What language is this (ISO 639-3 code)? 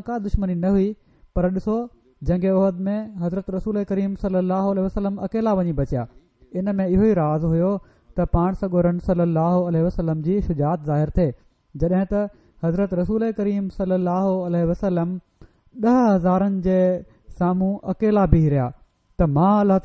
snd